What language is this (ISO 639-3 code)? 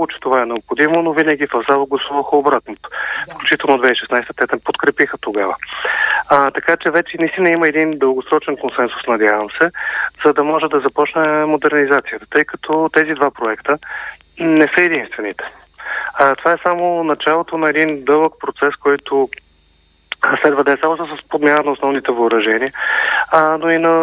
bul